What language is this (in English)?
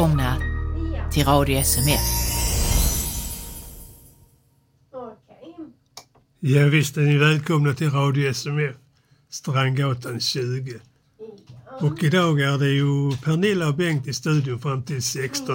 Swedish